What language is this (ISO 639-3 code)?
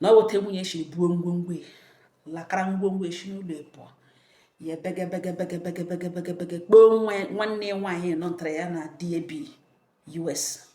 ibo